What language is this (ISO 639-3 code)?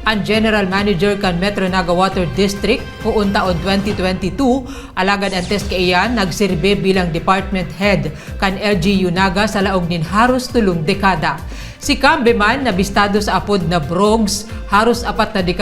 bik